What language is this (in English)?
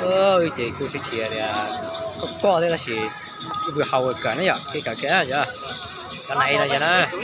Hmong